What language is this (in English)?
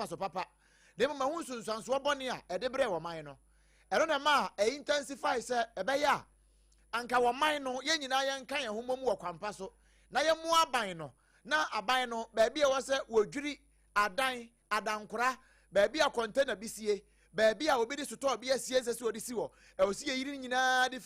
Akan